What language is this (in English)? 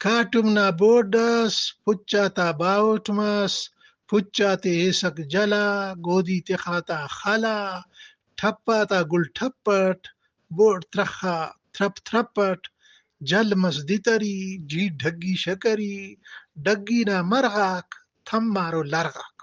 Brahui